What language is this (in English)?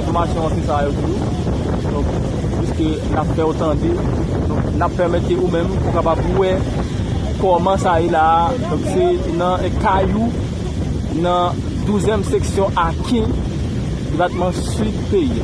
Haitian Creole